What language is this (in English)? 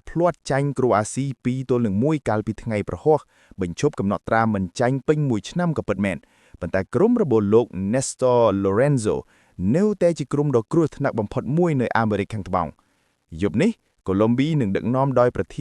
Khmer